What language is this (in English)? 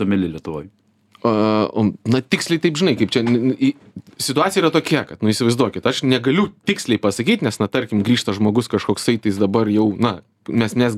Lithuanian